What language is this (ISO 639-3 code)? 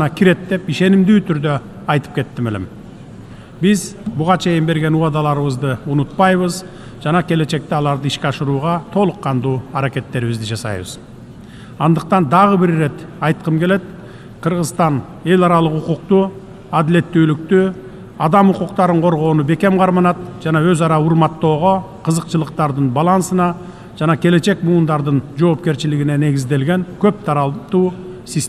kir